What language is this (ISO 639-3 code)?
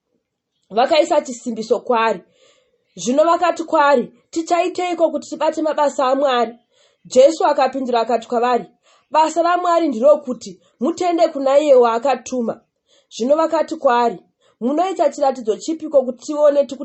sna